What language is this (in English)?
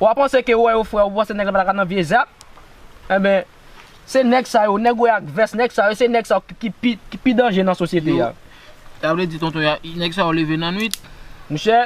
Haitian Creole